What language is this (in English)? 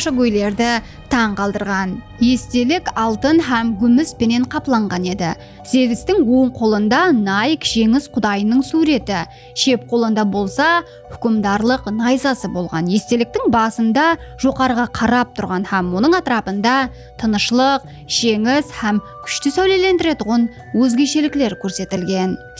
Kara-Kalpak